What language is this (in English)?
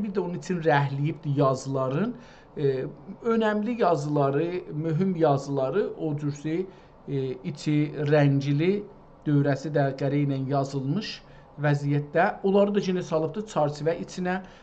South Azerbaijani